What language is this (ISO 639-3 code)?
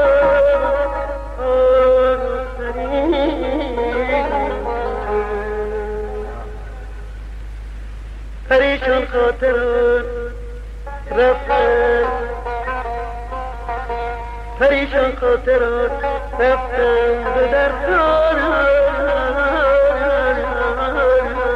fas